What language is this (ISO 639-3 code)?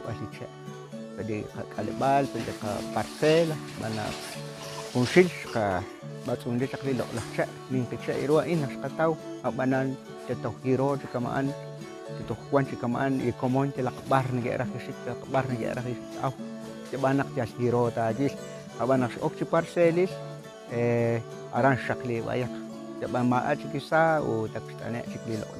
kek